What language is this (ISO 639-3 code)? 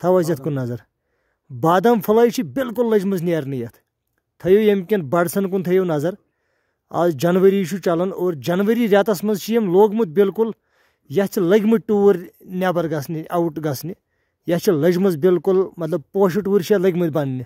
kas